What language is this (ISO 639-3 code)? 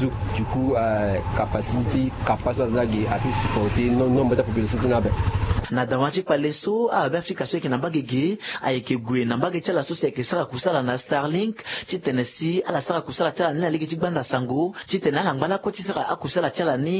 sag